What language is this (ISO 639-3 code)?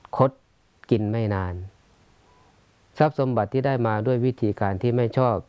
tha